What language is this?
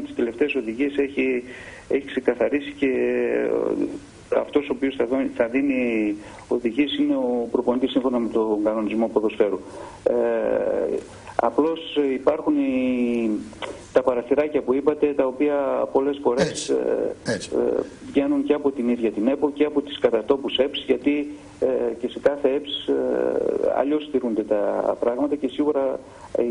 Greek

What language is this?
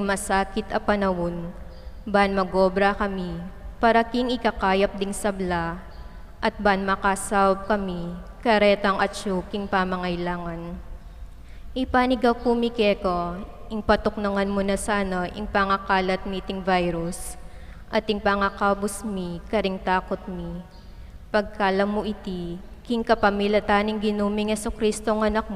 Pampanga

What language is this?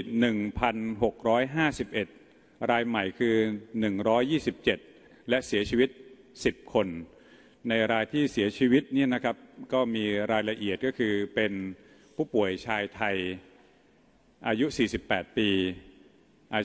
Thai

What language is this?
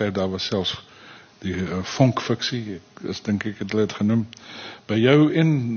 Afrikaans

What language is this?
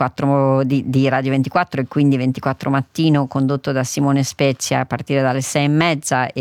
Italian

